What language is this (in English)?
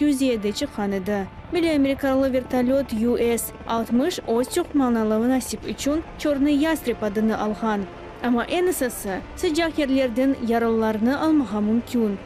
Crimean Tatar